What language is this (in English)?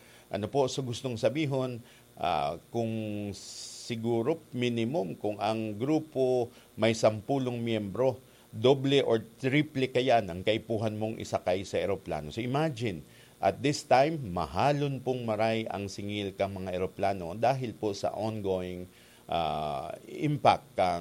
Bikol